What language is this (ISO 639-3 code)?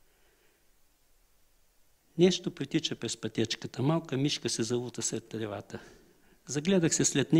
bul